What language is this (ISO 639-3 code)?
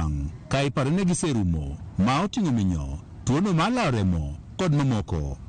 luo